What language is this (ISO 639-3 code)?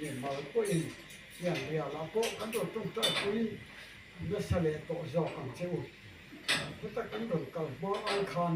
lus